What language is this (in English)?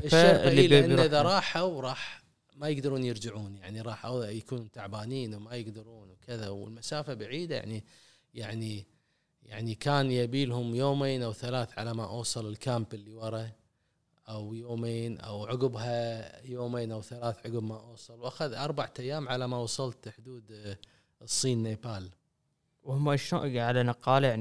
Gulf Arabic